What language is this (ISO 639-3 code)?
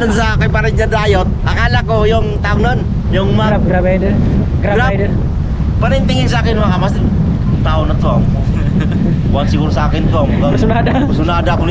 fil